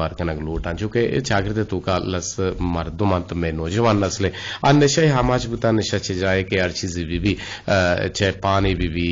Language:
Eastern Balochi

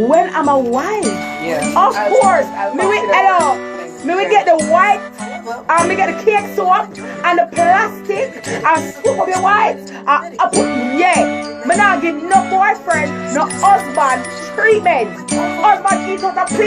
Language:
Jamaican Creole English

